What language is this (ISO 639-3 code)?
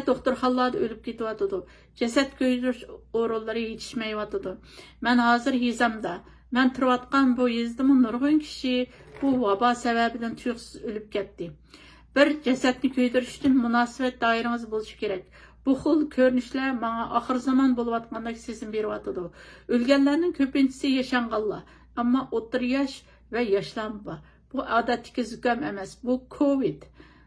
uig